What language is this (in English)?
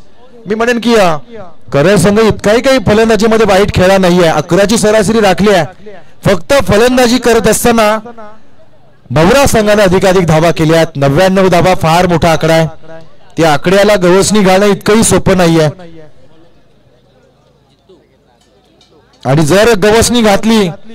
Marathi